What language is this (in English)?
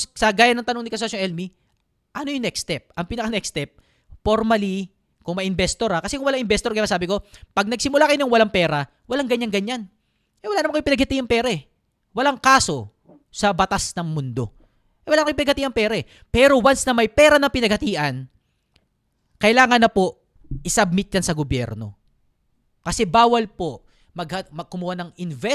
Filipino